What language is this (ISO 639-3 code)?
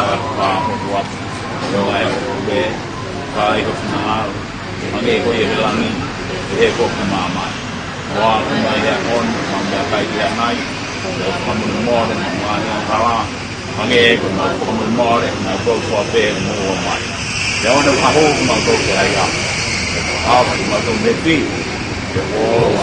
ton